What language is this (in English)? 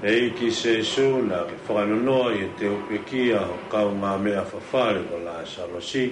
Tongan